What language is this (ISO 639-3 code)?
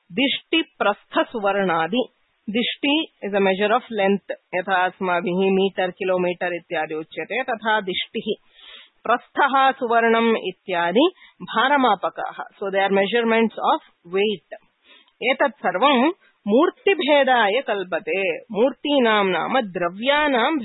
san